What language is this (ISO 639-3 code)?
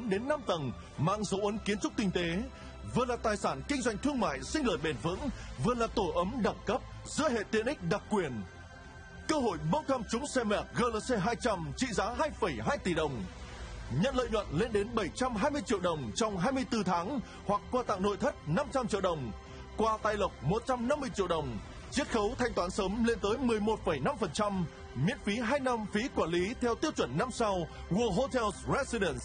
vie